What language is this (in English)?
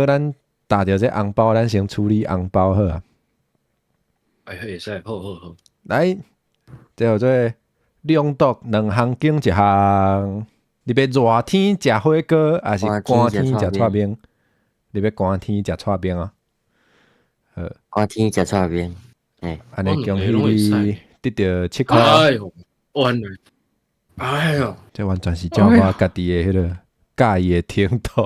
Min Nan Chinese